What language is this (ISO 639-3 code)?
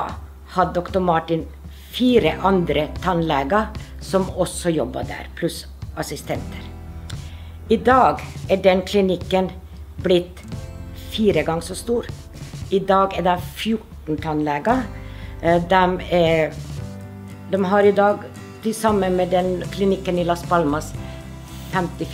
nor